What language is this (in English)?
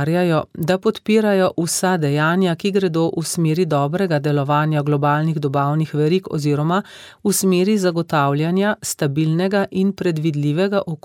Slovenian